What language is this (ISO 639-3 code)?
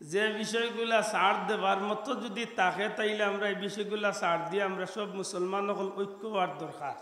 syl